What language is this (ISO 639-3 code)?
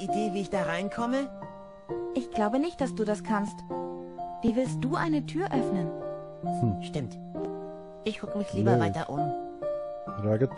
gsw